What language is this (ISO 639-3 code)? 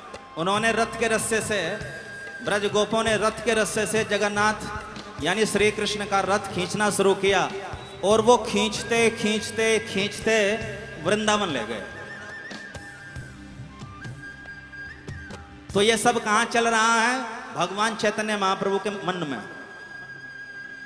hin